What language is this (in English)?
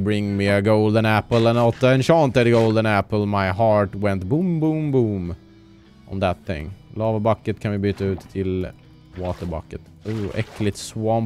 Swedish